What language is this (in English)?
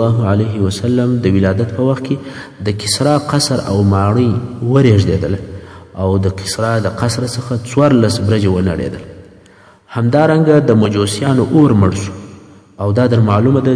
Pashto